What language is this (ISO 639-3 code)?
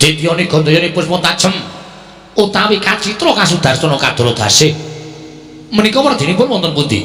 jav